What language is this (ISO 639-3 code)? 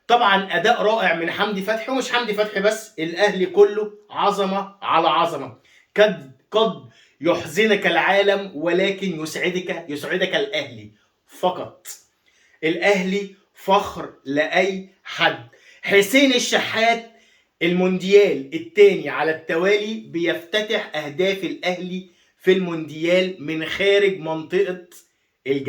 arz